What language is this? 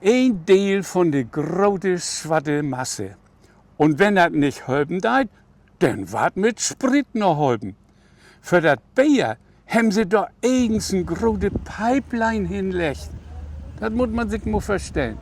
Low German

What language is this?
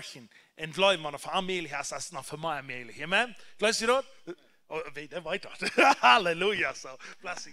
Plautdietsch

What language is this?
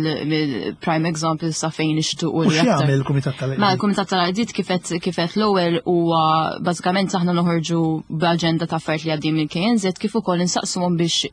Maltese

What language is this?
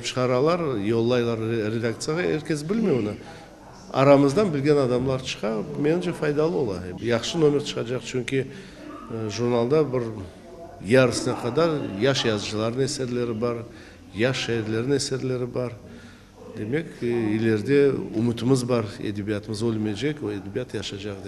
Crimean Tatar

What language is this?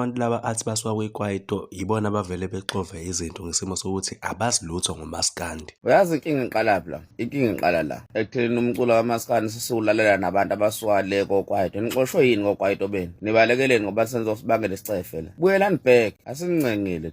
Zulu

